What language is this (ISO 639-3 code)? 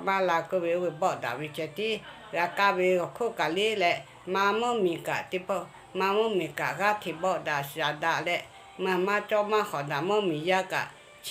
lhu